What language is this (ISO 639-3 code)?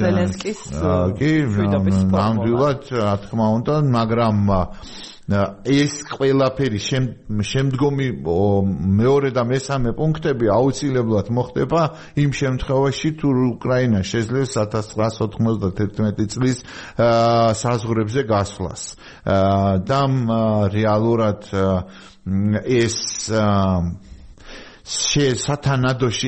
kat